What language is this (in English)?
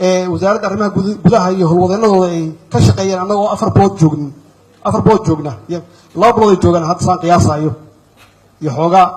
Somali